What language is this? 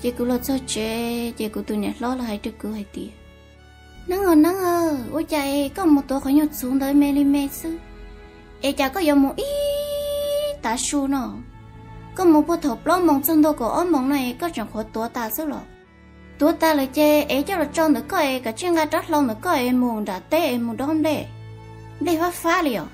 Hmong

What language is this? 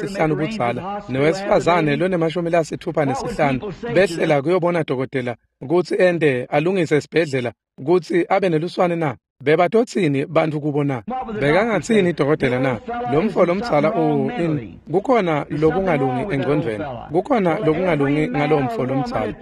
Swati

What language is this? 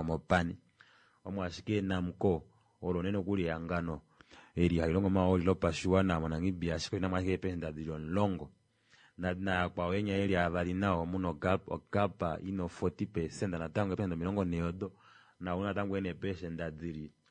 Kuanyama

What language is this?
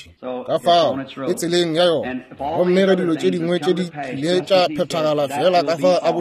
Northern Sotho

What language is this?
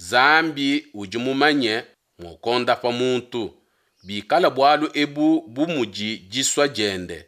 Luba-Lulua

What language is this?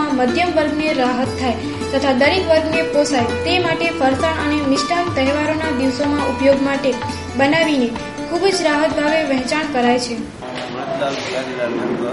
Gujarati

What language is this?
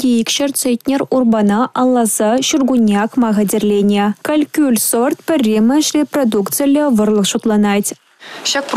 Chuvash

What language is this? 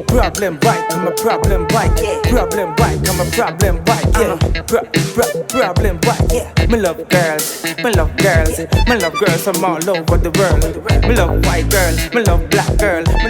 Jamaican Creole English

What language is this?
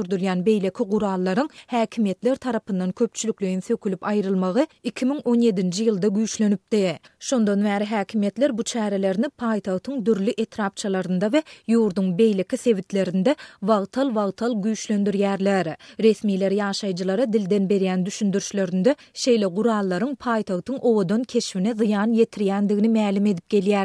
Turkmen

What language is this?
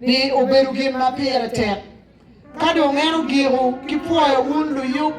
Acoli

